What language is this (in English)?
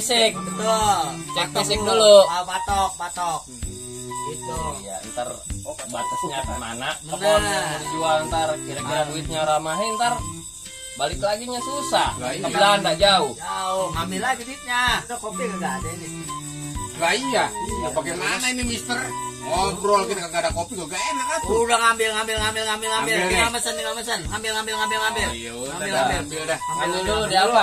Betawi